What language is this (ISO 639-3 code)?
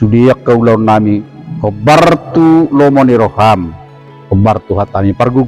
bbc